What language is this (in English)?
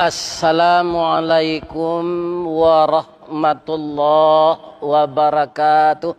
Minangkabau